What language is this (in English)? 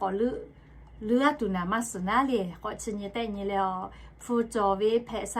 Lahu